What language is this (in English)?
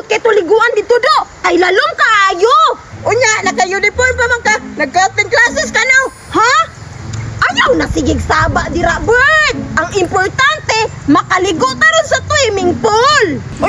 Cebuano